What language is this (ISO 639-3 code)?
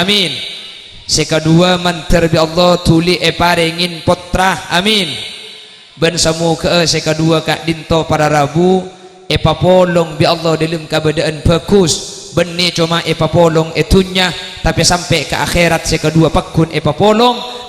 mad